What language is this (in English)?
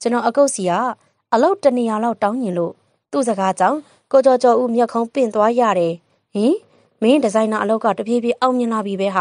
Burmese